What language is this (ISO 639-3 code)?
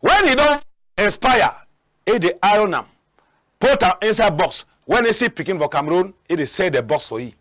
wes